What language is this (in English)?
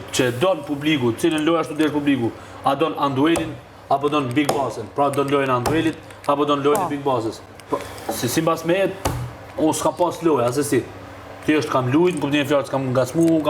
Albanian